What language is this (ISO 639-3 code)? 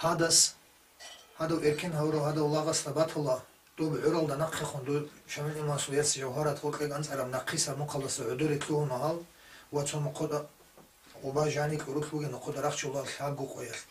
ava